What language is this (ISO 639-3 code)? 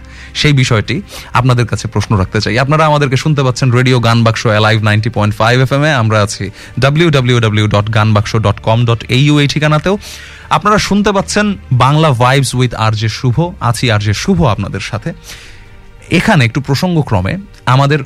ben